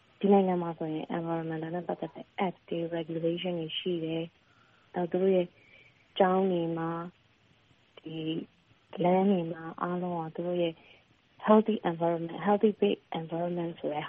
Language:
Burmese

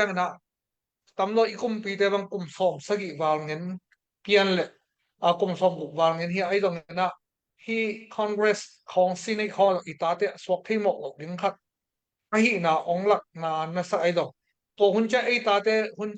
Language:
Tedim Chin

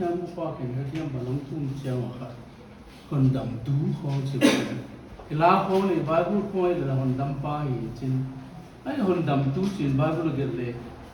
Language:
Paite Chin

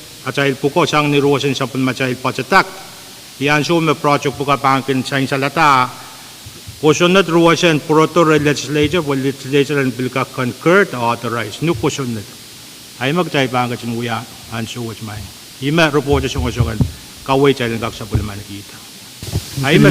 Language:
Pohnpeian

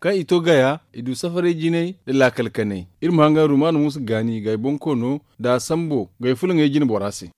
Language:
Zarma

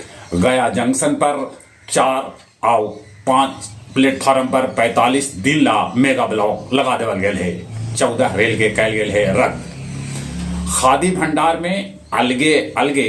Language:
Magahi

